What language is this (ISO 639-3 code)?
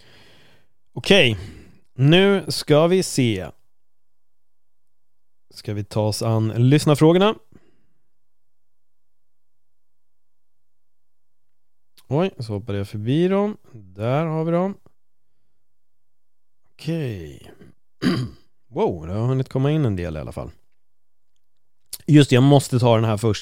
swe